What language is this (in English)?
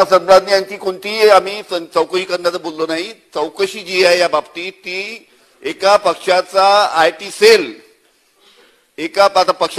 Marathi